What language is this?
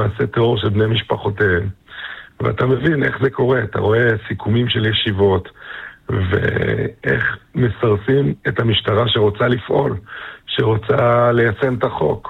Hebrew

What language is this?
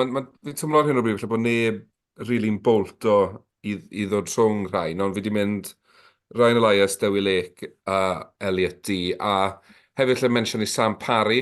Welsh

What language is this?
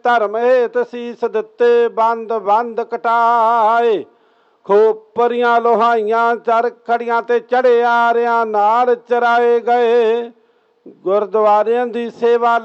Punjabi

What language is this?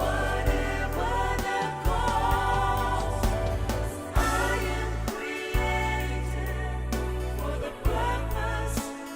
Fijian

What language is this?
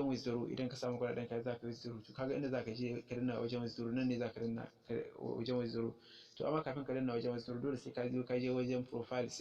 Hausa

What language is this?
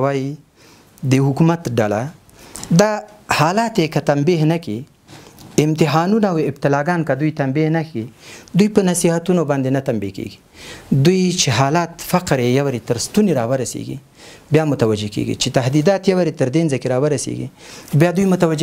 Pashto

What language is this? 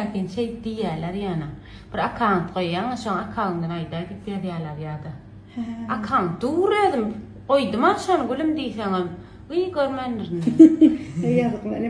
Turkmen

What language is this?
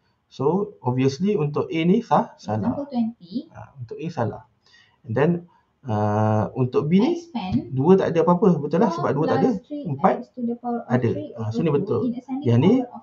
Malay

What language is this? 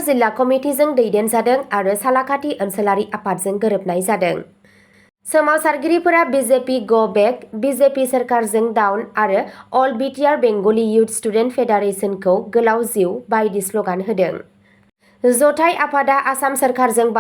Bodo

